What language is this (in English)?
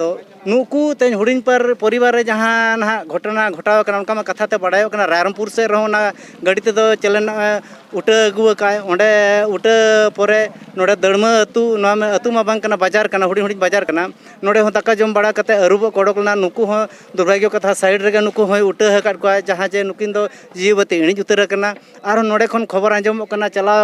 Santali